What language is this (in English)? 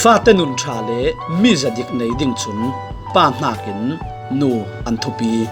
Falam Chin